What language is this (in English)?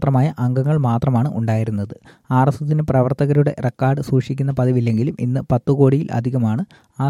Malayalam